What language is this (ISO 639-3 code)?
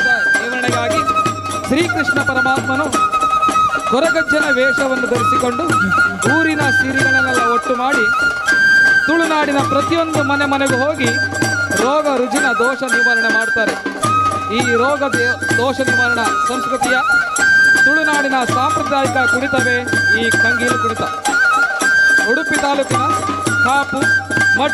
kan